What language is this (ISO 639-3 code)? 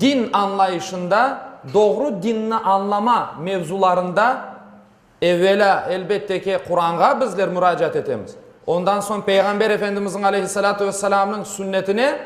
crh